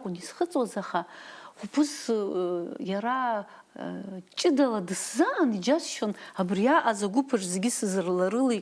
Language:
Abkhazian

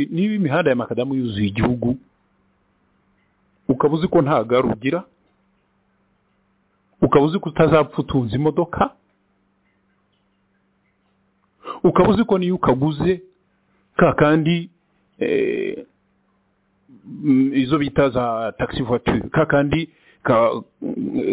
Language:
Kinyarwanda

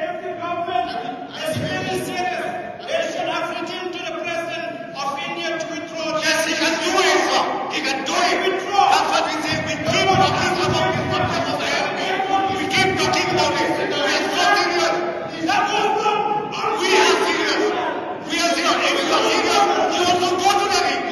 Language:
Khasi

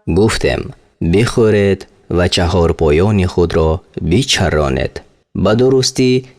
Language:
Tajik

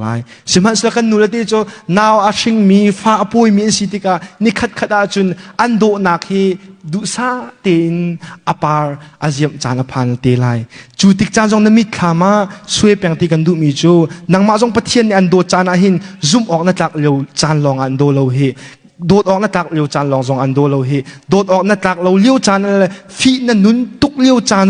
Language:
Hakha Chin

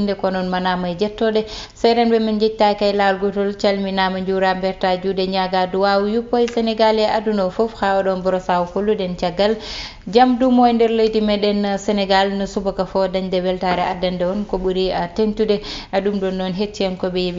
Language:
Fula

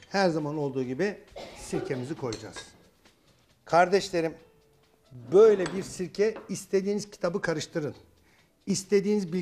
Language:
Turkish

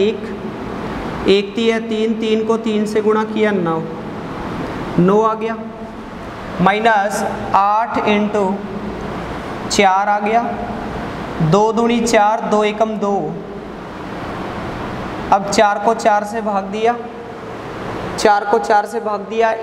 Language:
Hindi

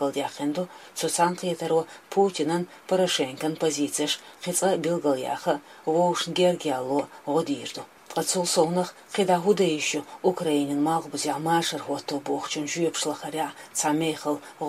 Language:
Chechen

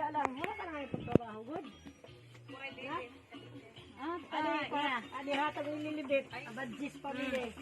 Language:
Waray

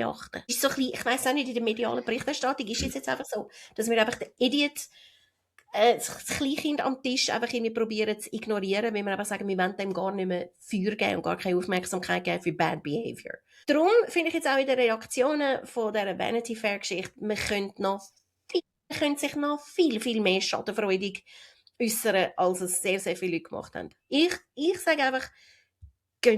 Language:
Swiss German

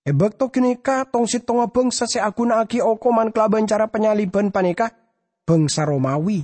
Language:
Madurese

